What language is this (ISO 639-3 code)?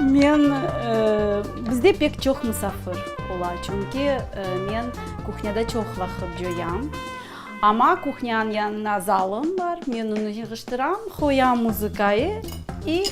crh